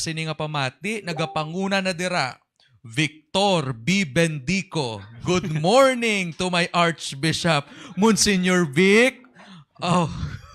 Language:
Hiligaynon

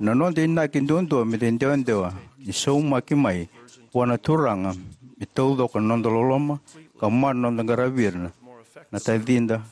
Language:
Fijian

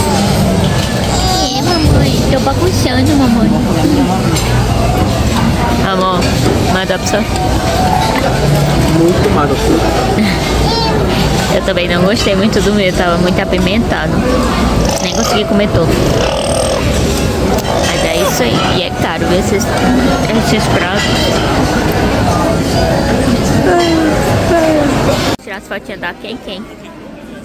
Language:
Portuguese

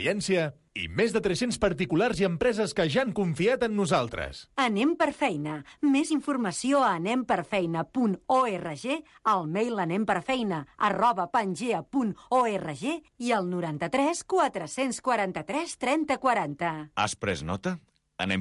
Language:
Catalan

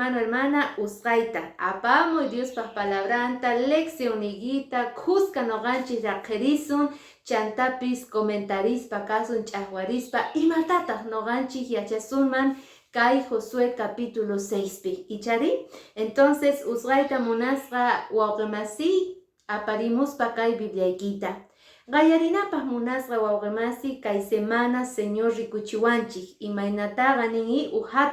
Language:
Quechua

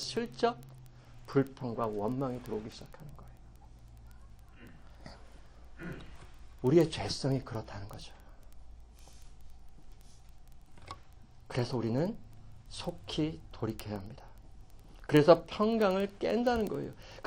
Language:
Korean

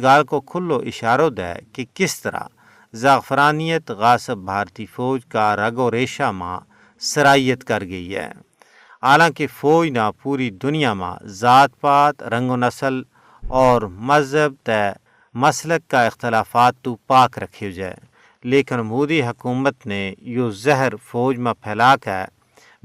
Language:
Gujari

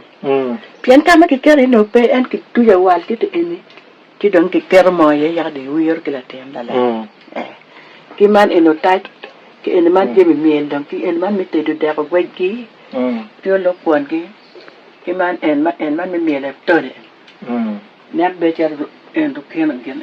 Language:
Acoli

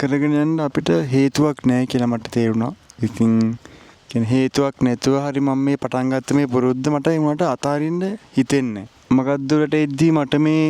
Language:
Sinhala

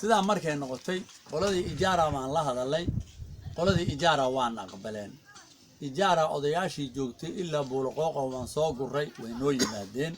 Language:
Somali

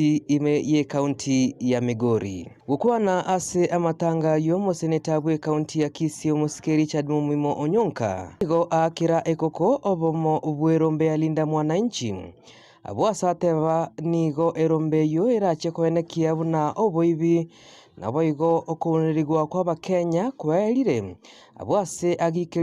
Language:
Gusii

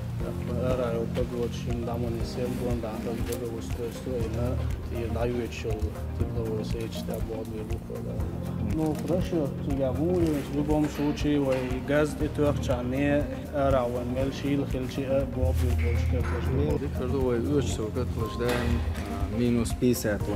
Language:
Chechen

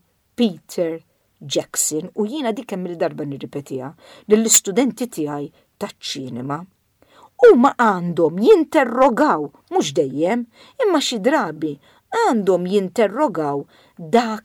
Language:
Maltese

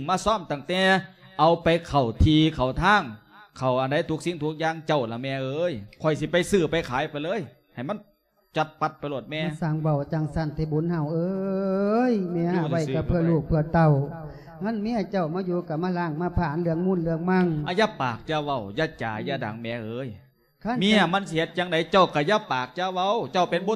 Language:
Lao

